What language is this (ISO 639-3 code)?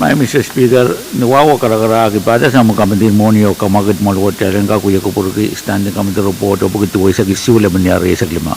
pon